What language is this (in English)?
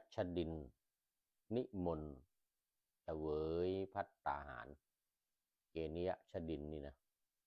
Thai